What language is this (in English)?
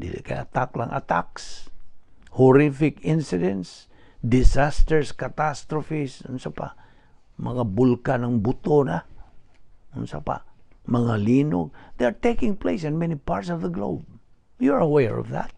Cebuano